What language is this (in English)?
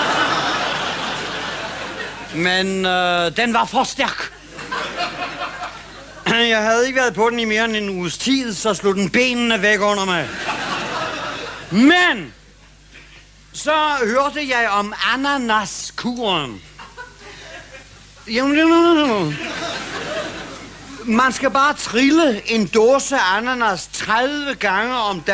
Danish